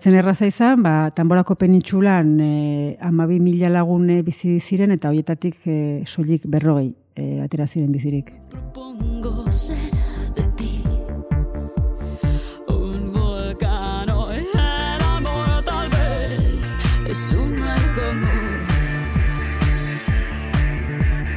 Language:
Basque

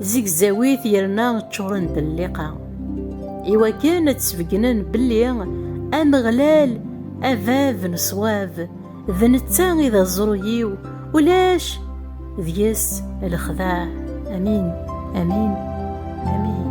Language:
Kabyle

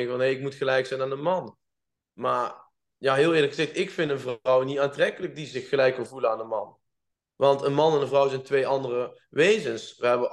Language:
Dutch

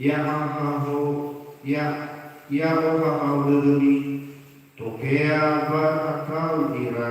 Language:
Nias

